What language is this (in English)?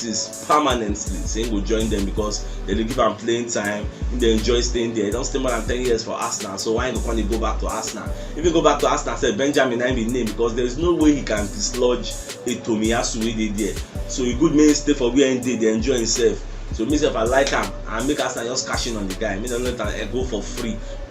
Nigerian Pidgin